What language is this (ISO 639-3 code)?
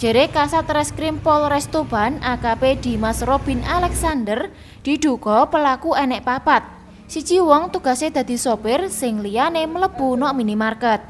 jav